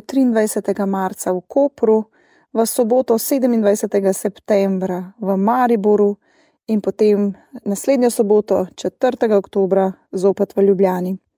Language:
Slovenian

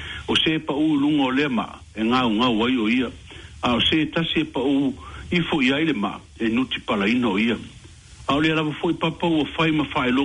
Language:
Samoan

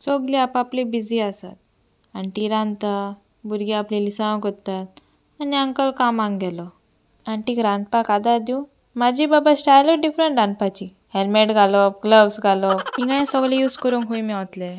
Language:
Konkani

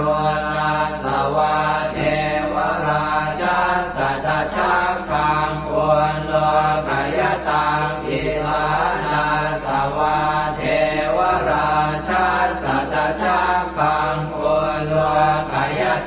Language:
Pali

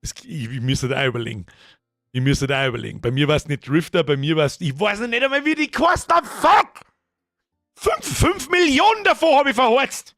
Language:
Bavarian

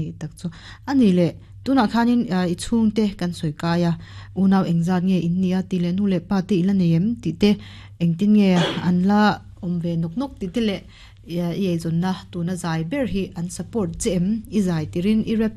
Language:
Mizo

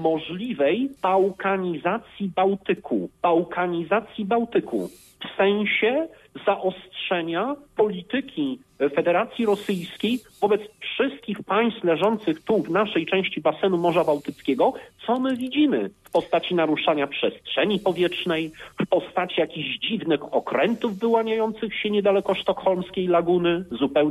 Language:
Polish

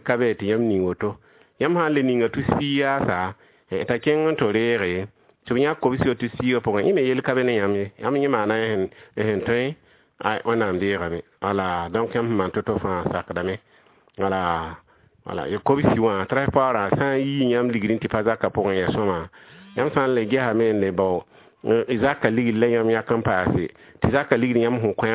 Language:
Mossi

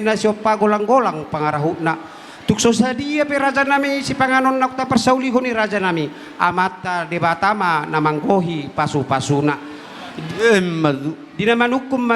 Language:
Batak Toba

